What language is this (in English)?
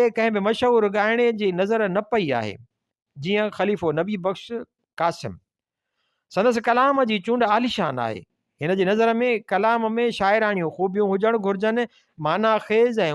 Sindhi